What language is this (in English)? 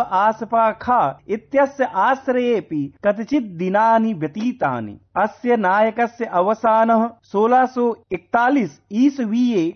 Sanskrit